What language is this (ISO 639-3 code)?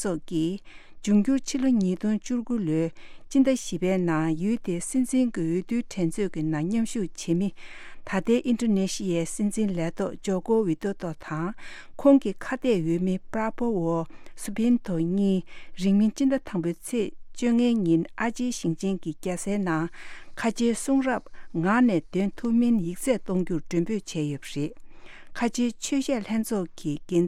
bod